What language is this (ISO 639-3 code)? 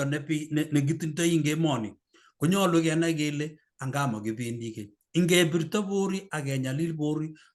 kln